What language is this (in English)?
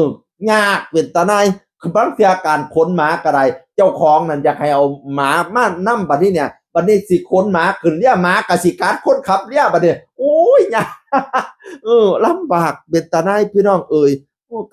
Northeastern Thai